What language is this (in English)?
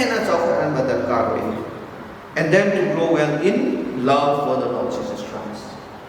Manipuri